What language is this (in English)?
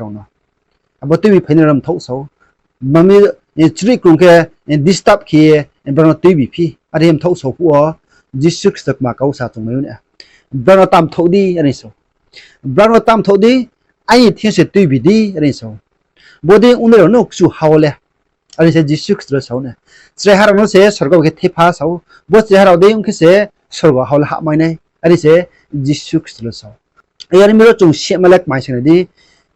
Riang (India)